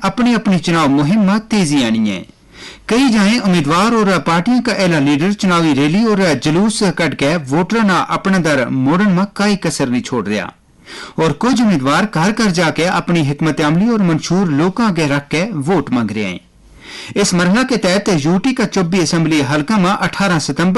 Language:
Gujari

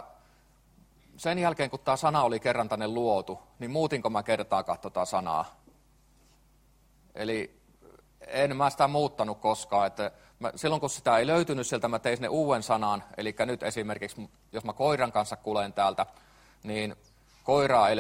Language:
Finnish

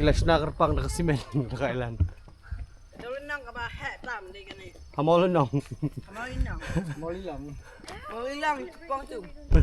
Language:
Khasi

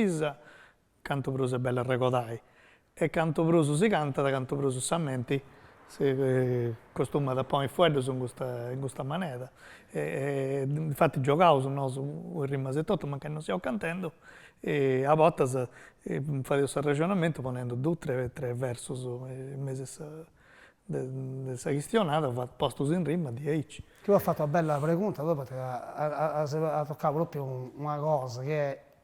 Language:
Sardinian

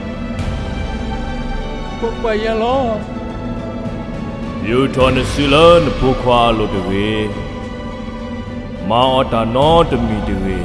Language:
S'gaw Karen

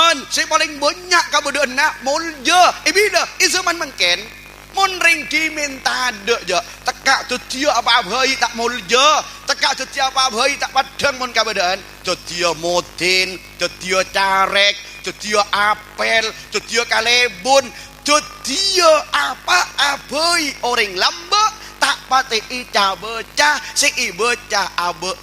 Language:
Madurese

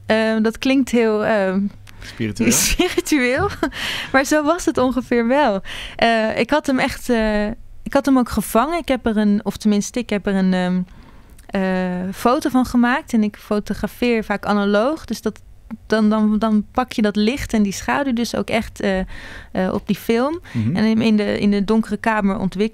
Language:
Dutch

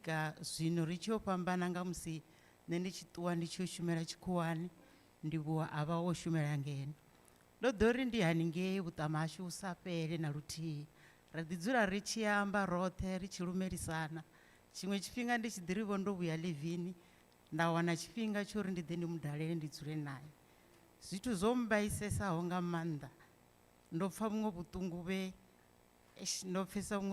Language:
Venda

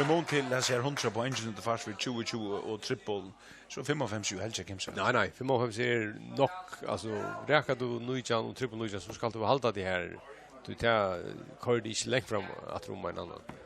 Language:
Faroese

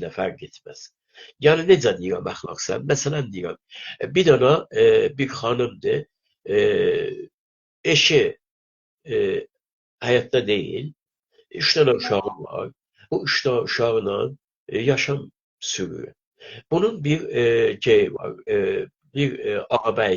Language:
South Azerbaijani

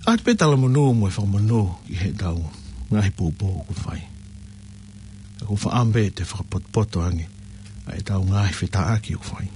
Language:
Tongan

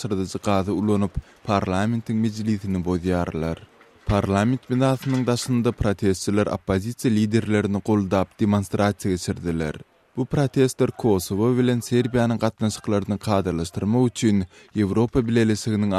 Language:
Turkmen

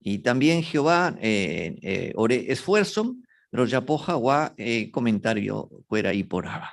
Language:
Guarani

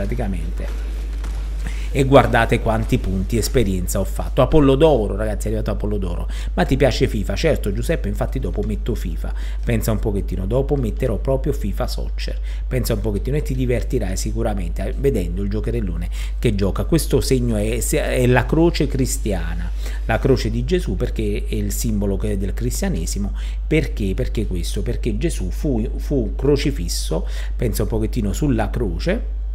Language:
Italian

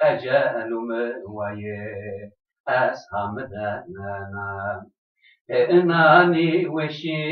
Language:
Zaza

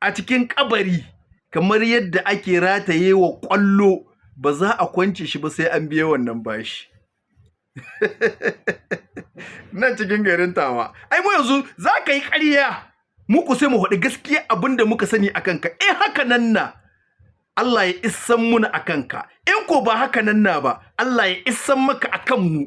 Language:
Hausa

